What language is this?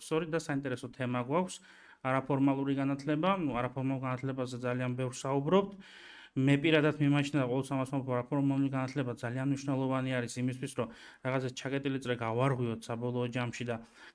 Georgian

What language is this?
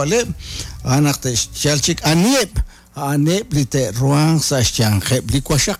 Kekchí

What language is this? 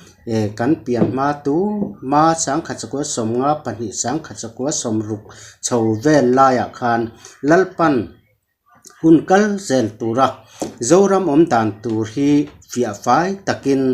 Mizo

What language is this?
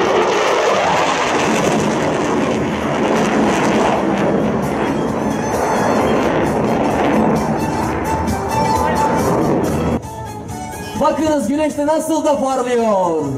Turkish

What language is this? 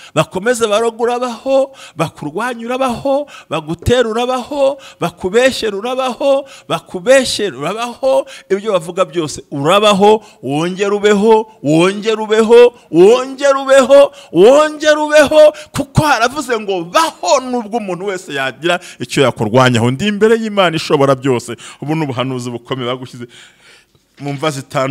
Kinyarwanda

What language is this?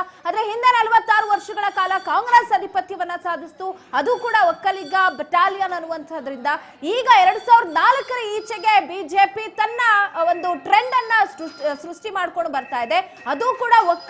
Kannada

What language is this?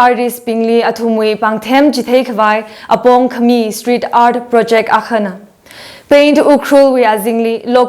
Tangkhul Naga (India)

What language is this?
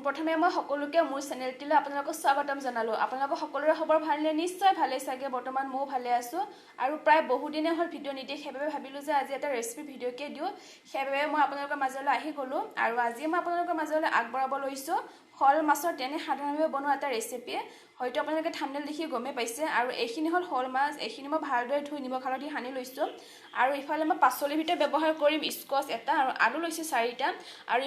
Assamese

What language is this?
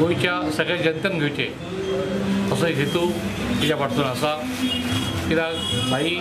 Konkani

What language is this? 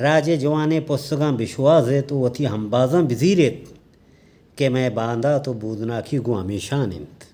Eastern Balochi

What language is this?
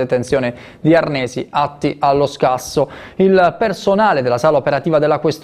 Italian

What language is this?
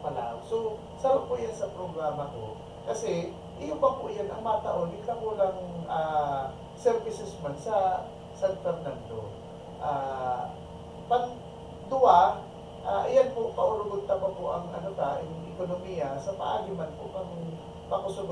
Bikol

